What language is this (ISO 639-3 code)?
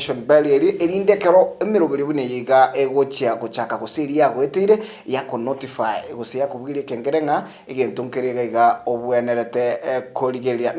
guz